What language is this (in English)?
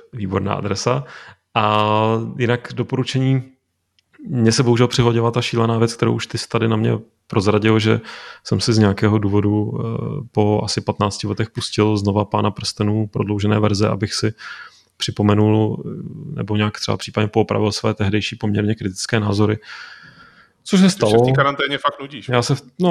Czech